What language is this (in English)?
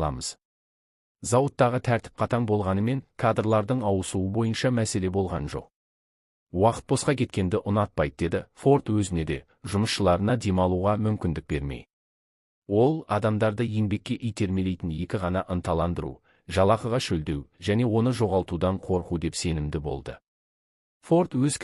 Kazakh